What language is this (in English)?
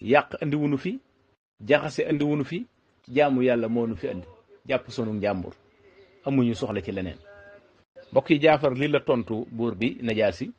Wolof